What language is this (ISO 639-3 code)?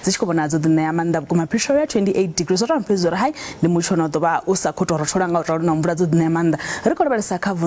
ven